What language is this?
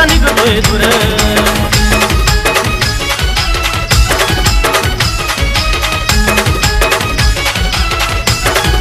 Marathi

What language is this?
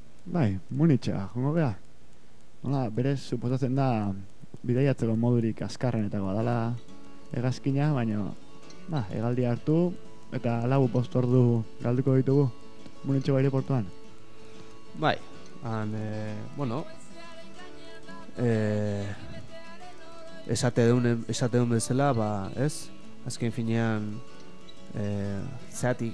Basque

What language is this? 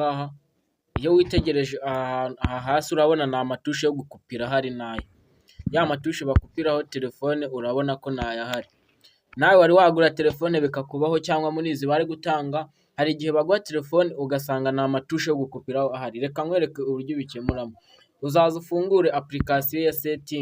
Kinyarwanda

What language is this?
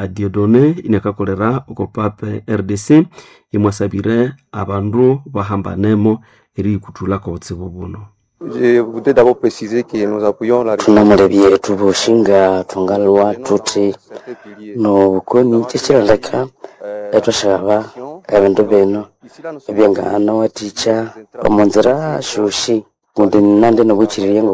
Nande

